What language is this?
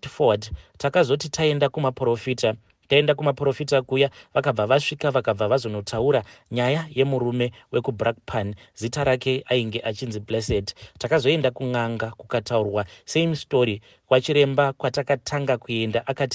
Shona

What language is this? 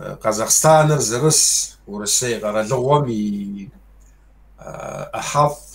Kabardian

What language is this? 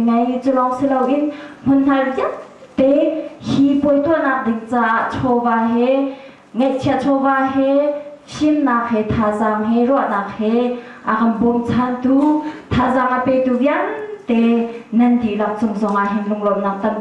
Hakha Chin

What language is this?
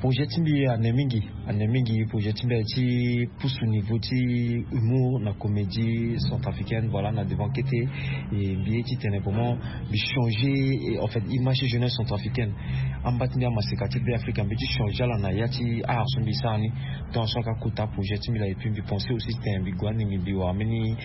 Sango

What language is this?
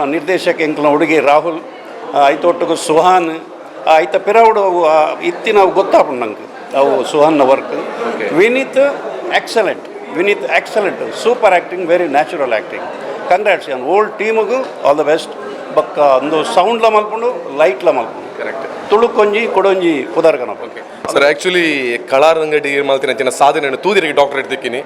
Tulu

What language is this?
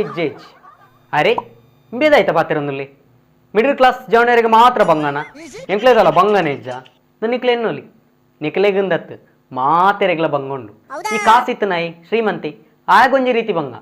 Tulu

